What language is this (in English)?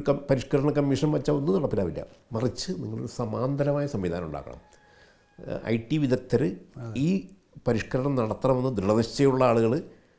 Malayalam